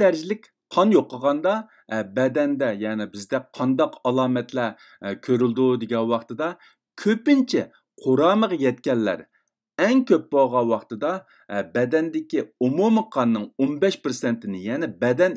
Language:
Uyghur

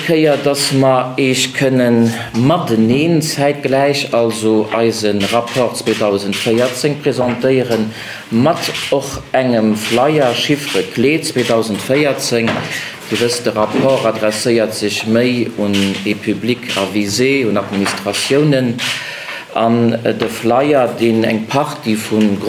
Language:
Luxembourgish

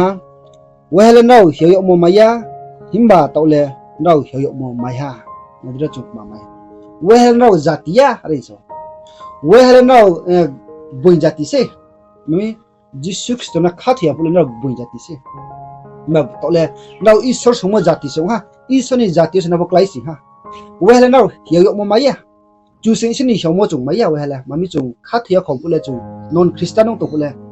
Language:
Riang (India)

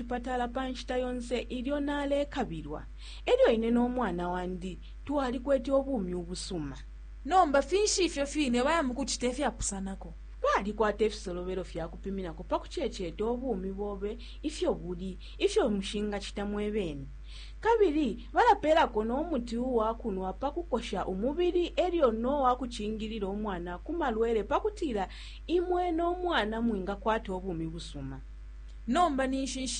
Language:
Bemba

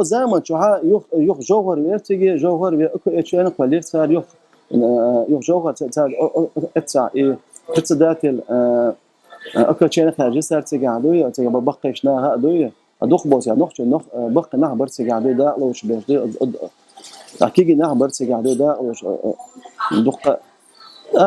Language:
Chechen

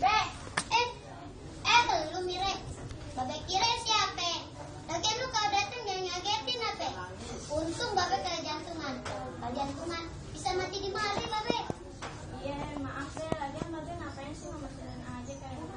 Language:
Betawi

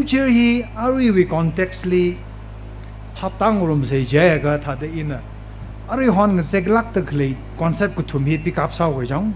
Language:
Tangkhul Naga (India)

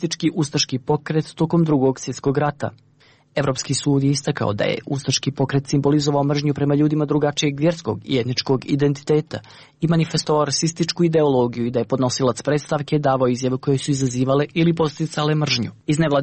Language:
Serbian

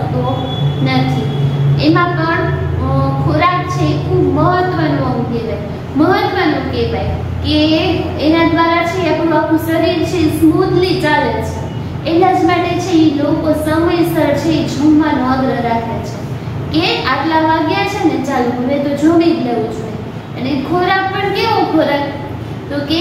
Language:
Gujarati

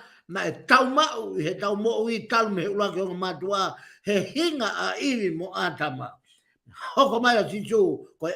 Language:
Tongan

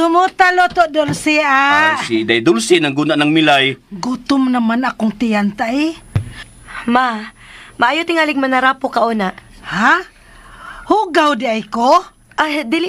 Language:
Cebuano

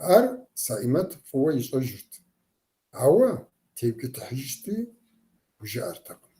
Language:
Kabardian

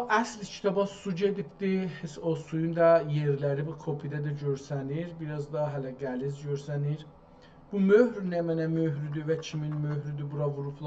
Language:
South Azerbaijani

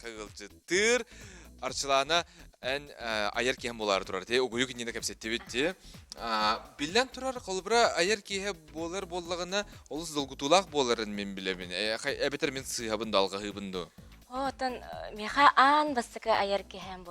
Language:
Yakut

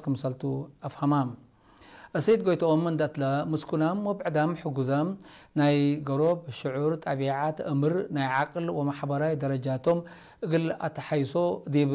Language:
Tigre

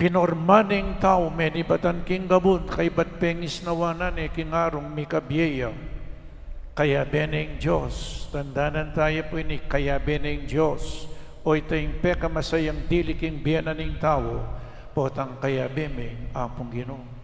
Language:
Pampanga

